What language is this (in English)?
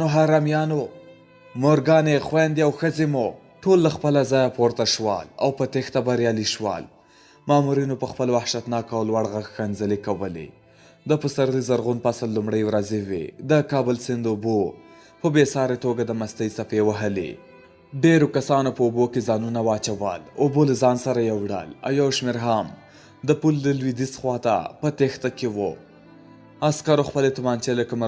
Pashto